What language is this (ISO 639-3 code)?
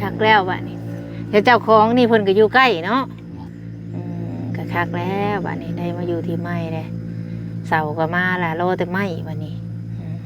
tts